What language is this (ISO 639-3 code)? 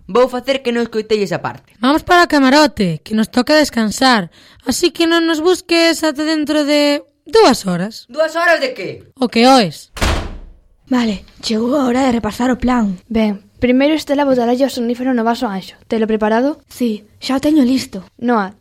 glg